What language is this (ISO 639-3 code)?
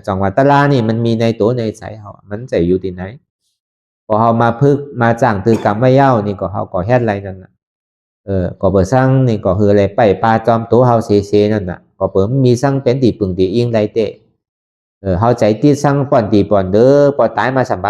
shn